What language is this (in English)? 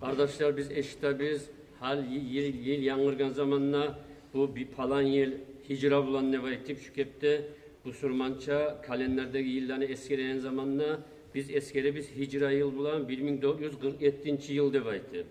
Kumyk